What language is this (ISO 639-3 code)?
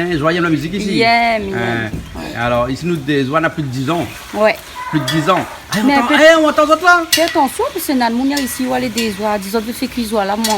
rcf